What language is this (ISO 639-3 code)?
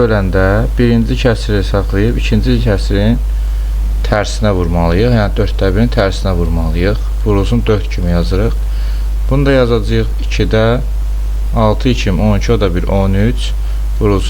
aze